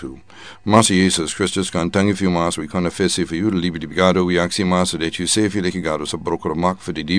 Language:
Sranan Tongo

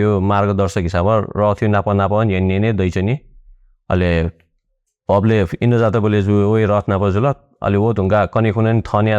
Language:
Newari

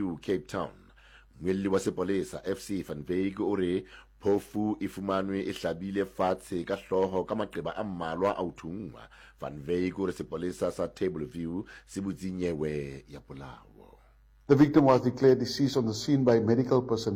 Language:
Southern Sotho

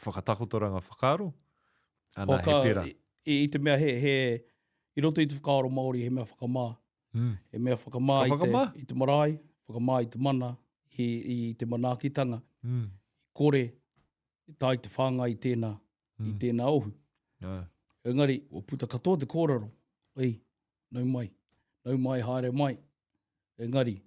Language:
Māori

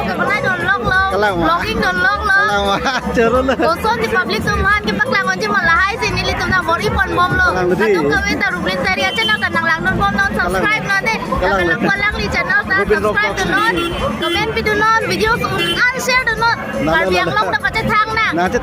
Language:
Karbi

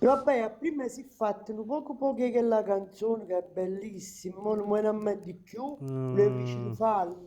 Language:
Neapolitan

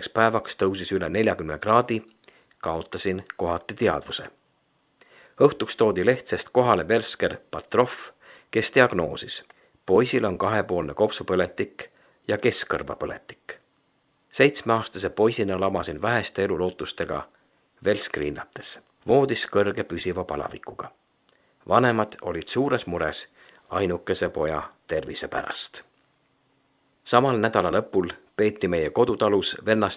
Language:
Estonian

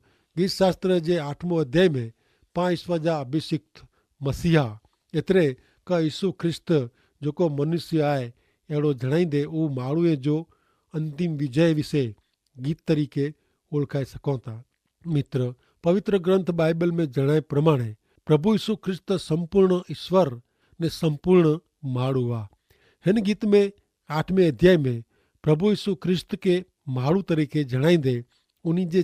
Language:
Kachhi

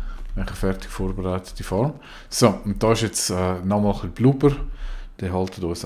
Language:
Swiss German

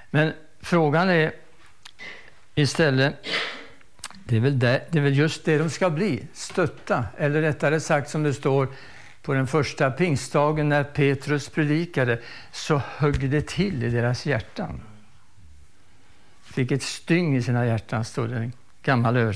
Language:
Swedish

